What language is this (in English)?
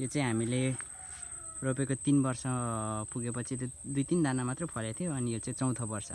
Nepali